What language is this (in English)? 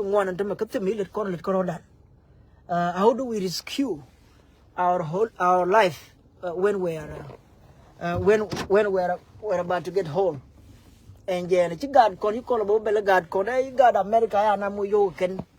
Nuer